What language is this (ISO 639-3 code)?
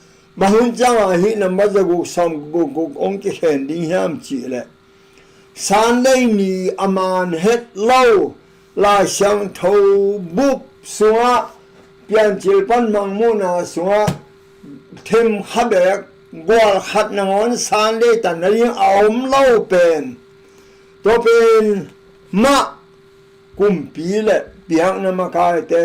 ctd